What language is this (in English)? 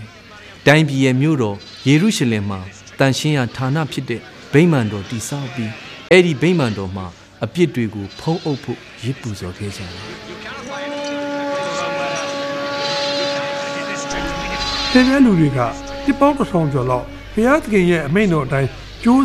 Burmese